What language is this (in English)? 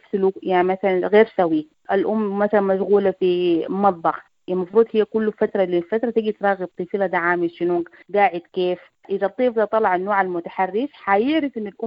Sudanese Arabic